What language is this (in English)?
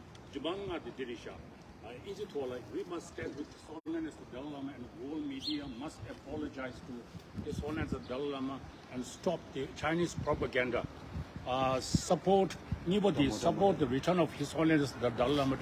Tibetan